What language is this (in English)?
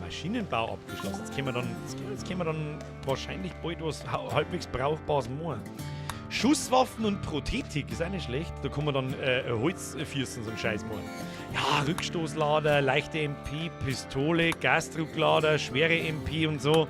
Bavarian